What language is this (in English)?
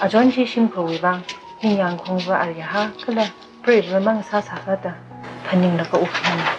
Tangkhul Naga (India)